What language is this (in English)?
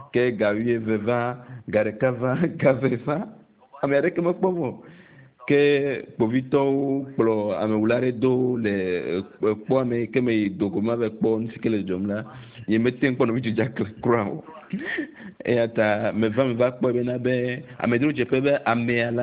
Ewe